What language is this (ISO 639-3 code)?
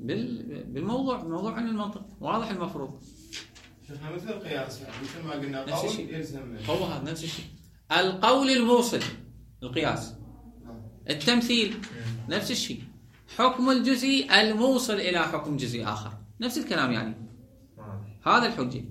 acm